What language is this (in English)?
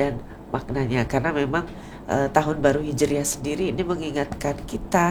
Indonesian